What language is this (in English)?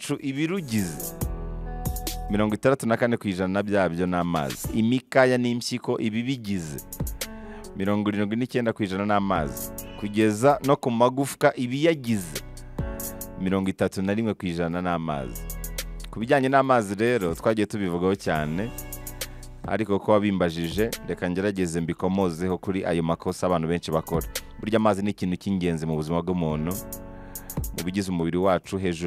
Kinyarwanda